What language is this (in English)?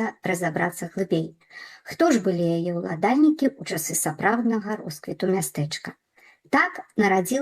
Belarusian